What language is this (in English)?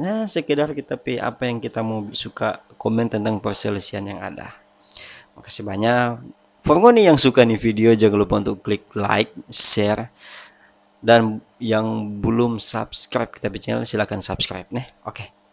Manado Malay